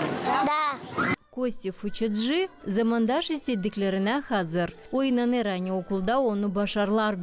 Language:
Gagauz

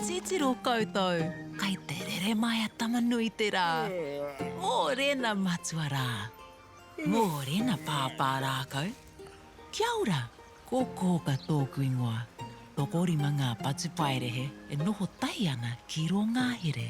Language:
Māori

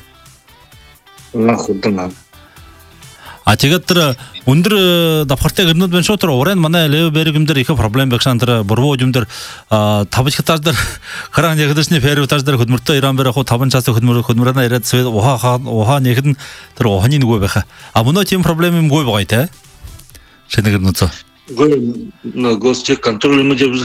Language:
Buriat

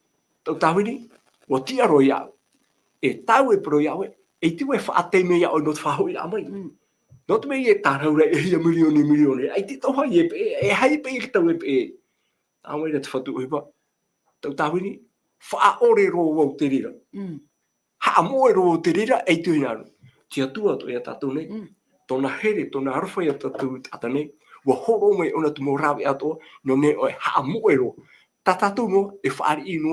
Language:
Tahitian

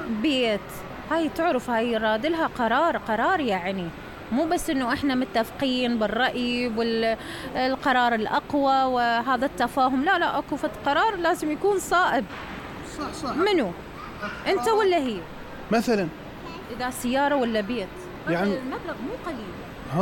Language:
Mesopotamian Arabic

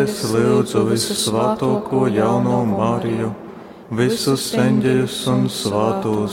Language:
Latgalian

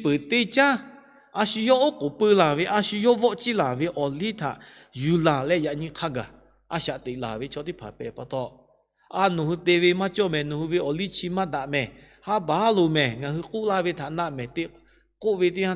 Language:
Lahu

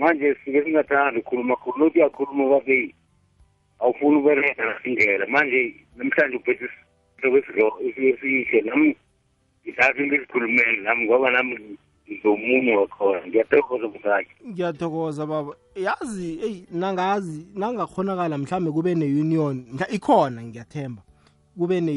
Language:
South Ndebele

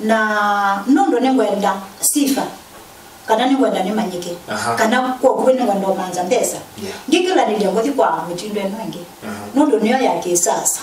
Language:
Kamba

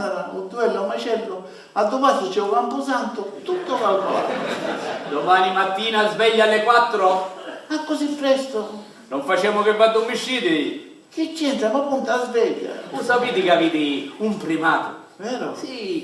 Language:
Sicilian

